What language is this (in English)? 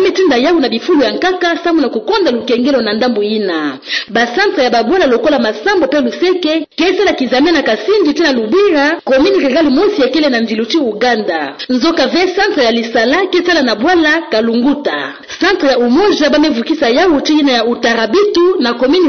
Kituba (Democratic Republic of Congo)